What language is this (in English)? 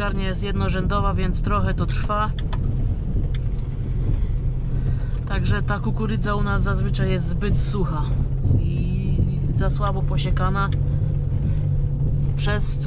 Polish